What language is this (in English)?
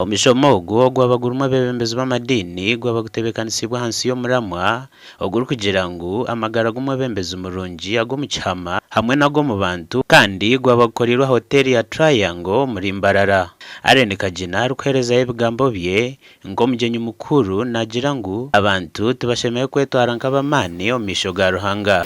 Nyankole